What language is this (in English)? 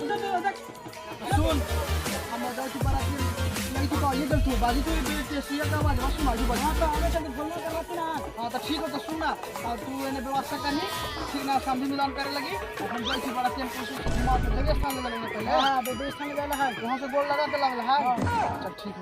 Magahi